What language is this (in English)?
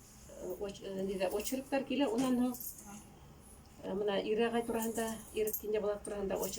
Bashkir